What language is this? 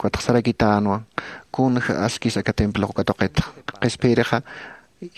Aymara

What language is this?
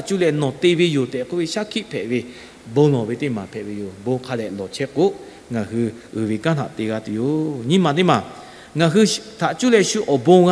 Lahu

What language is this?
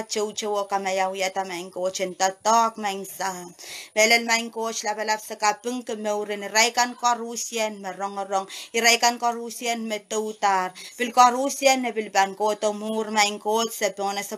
Pohnpeian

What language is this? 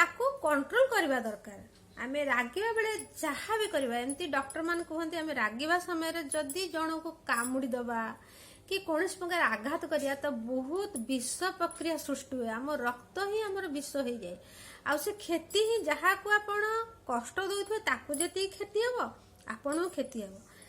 Odia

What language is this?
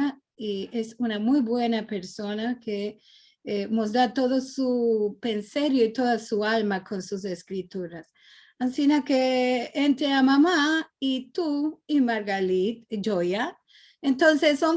Ladino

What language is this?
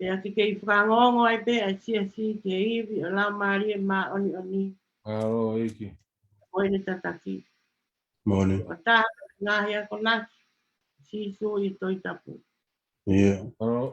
Tongan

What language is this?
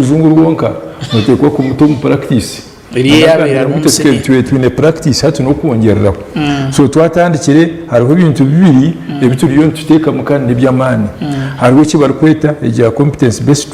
Nyankole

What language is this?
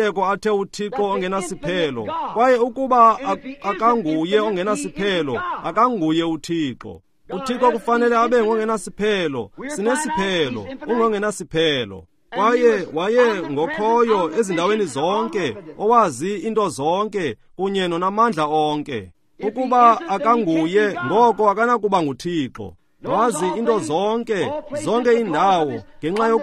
Xhosa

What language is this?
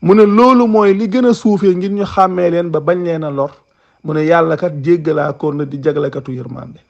Wolof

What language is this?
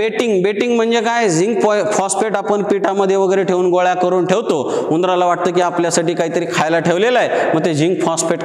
Marathi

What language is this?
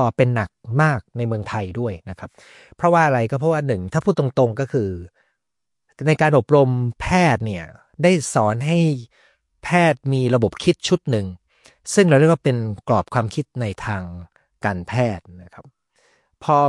Thai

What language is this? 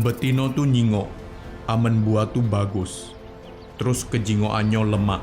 Musi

